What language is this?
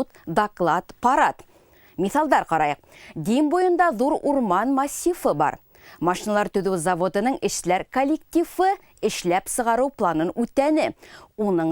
Bashkir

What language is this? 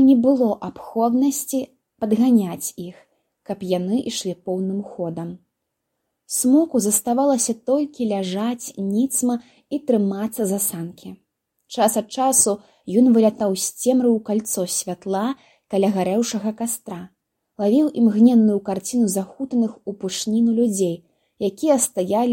Belarusian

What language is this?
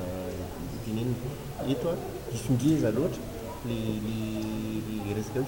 Malagasy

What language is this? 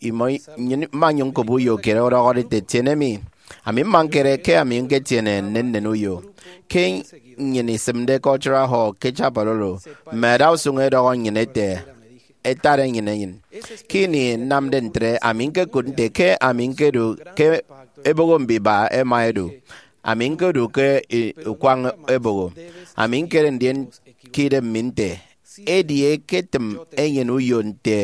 Efik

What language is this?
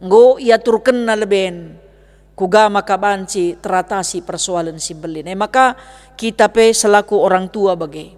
Batak Karo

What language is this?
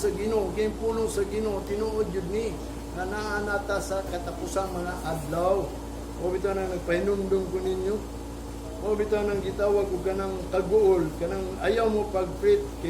Cebuano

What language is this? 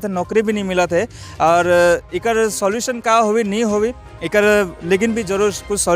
Sadri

